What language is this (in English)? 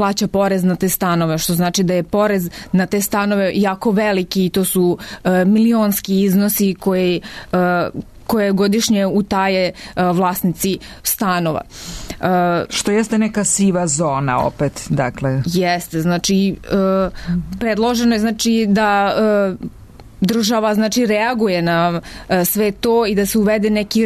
Serbian